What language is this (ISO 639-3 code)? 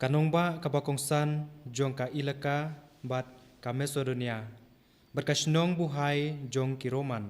kha